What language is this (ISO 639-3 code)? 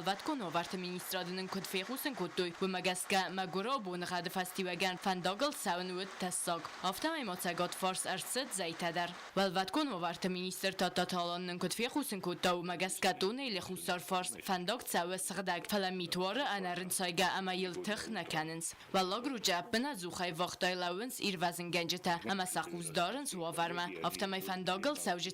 oss